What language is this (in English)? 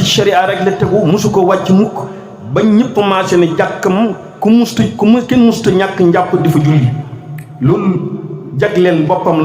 Wolof